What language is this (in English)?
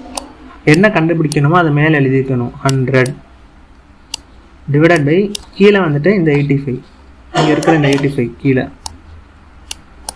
Tamil